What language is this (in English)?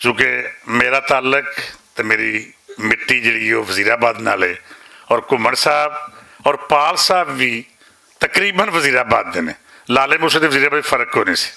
Western Panjabi